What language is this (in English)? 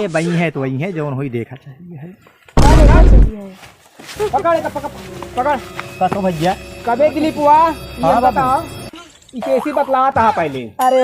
Awadhi